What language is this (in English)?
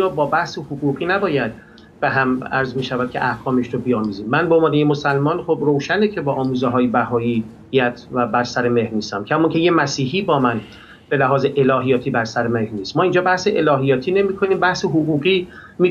Persian